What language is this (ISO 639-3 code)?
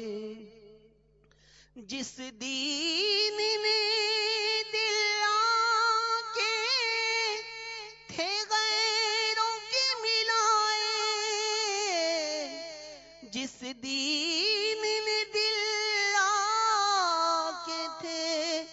urd